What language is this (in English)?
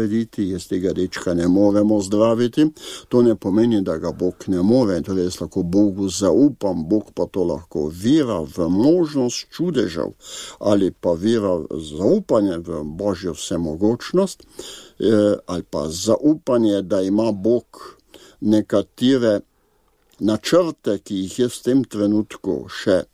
Slovenian